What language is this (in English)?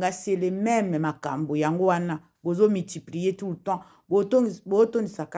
Lingala